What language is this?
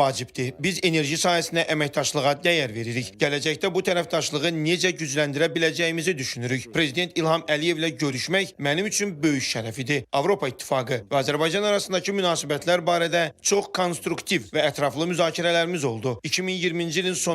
Azerbaijani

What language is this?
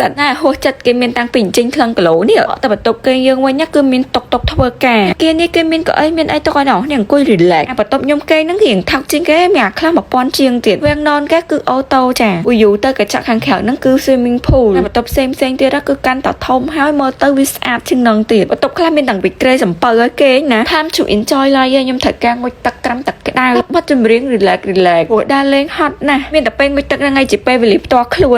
Khmer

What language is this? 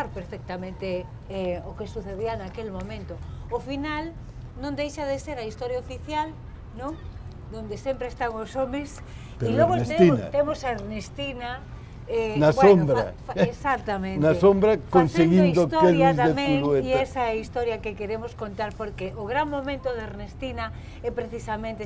Galician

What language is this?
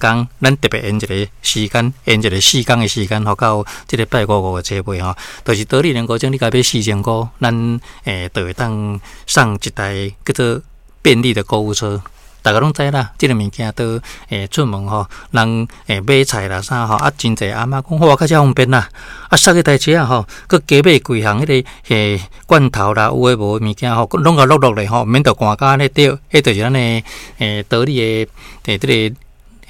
Min Nan Chinese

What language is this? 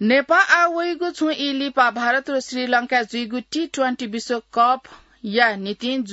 Newari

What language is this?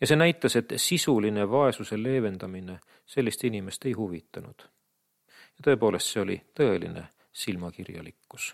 Estonian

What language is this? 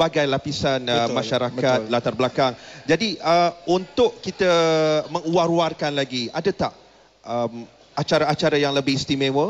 Malay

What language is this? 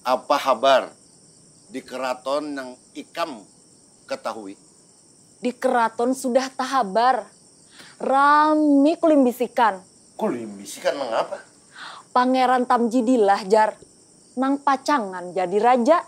Banjar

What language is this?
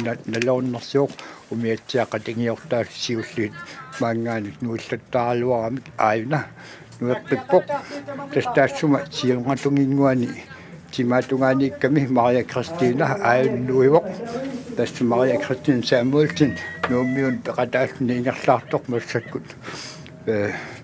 Kalaallisut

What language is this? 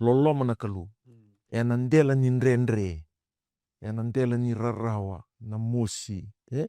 Fijian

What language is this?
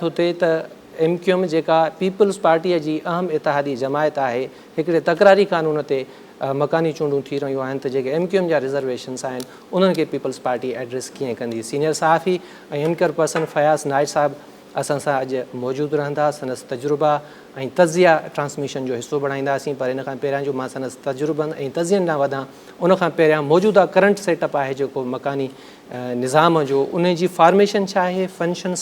Sindhi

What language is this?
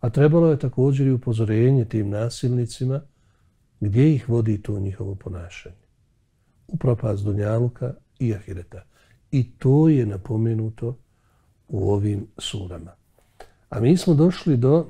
Bosnian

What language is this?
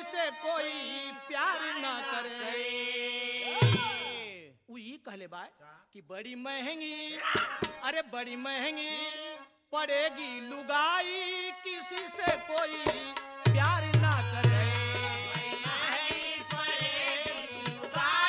Bhojpuri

